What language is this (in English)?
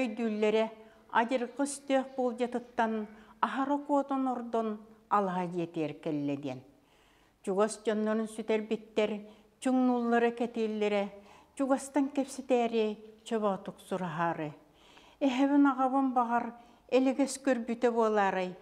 Yakut